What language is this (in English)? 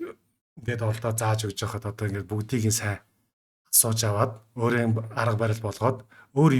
Mongolian